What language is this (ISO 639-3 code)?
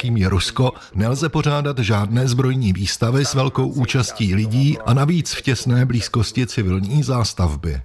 ces